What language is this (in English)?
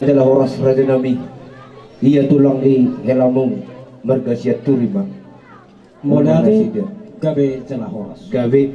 Batak Toba